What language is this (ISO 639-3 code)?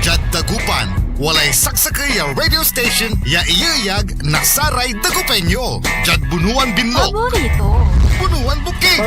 pag